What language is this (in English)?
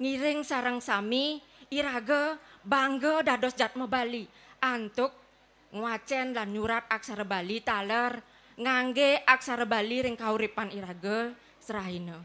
Balinese